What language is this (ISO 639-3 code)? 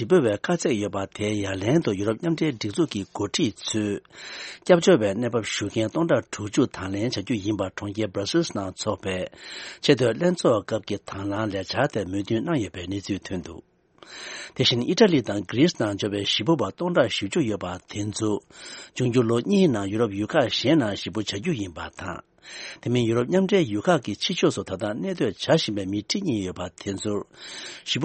bod